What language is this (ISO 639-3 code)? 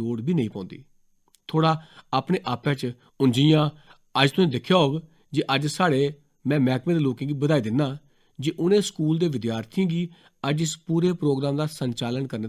doi